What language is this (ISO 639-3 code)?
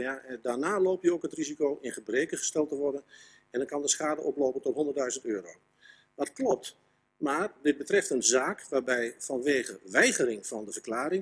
nld